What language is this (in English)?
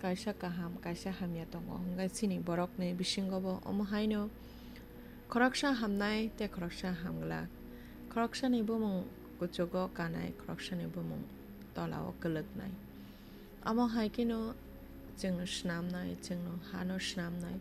Kok Borok